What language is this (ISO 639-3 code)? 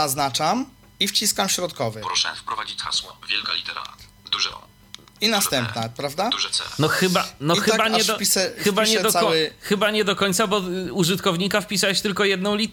pol